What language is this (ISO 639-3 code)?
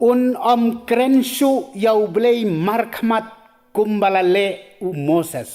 kha